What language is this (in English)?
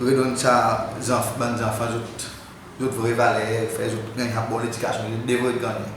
Seselwa Creole French